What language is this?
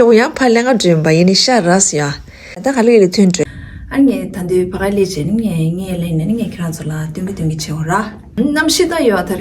Tibetan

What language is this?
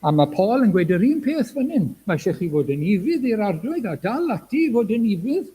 Welsh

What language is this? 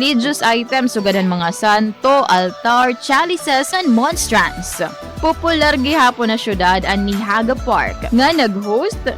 Waray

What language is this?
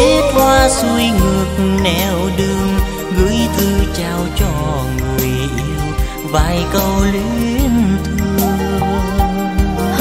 Vietnamese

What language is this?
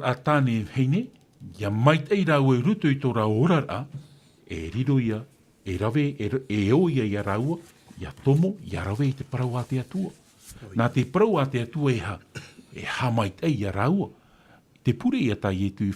Tahitian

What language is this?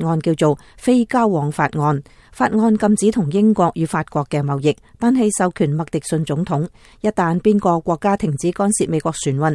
Cantonese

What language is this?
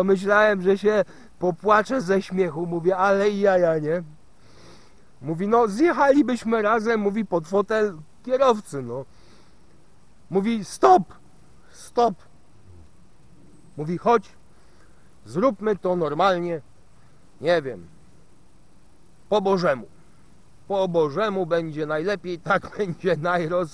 Polish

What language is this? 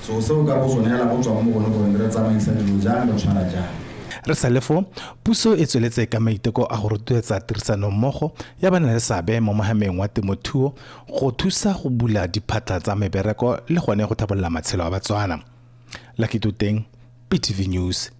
Tswana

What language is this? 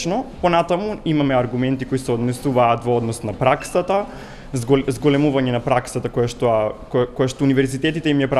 Macedonian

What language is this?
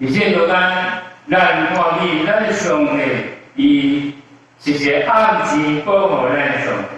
Min Nan Chinese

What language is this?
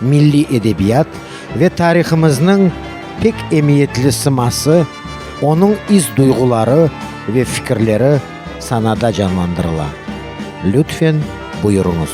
Crimean Tatar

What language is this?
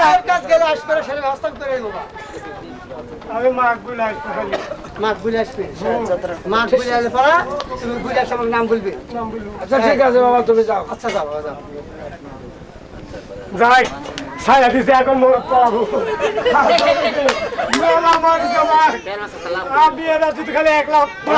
Bangla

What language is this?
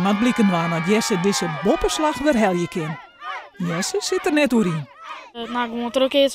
Western Frisian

